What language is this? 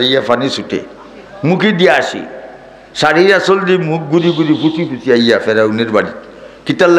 Sylheti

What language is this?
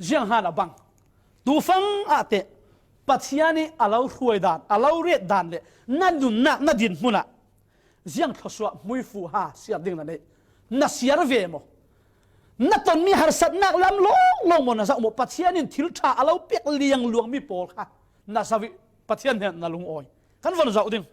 Falam Chin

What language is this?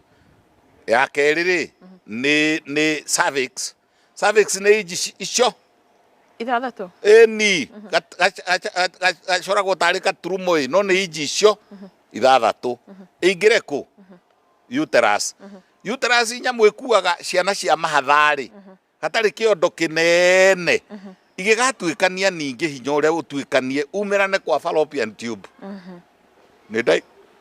Kikuyu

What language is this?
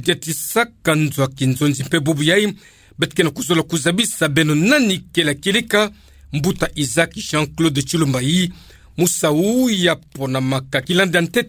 Kituba (Democratic Republic of Congo)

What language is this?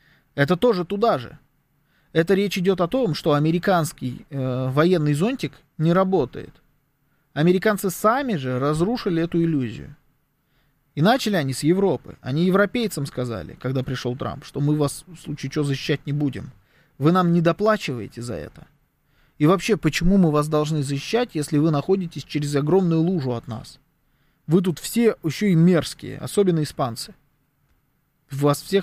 Russian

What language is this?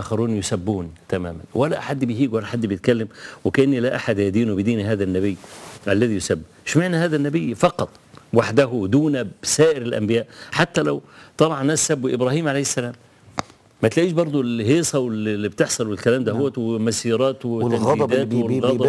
Egyptian Arabic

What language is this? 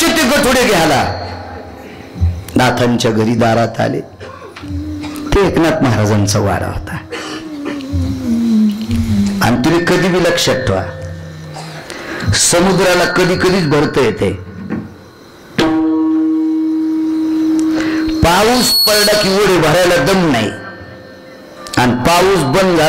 Marathi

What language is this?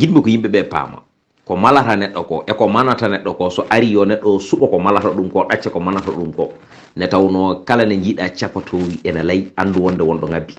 Fula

